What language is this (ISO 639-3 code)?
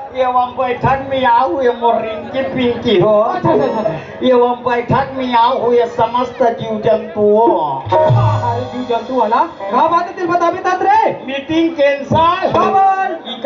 hne